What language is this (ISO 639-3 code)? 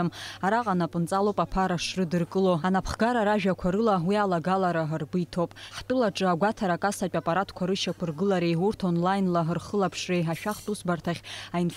abk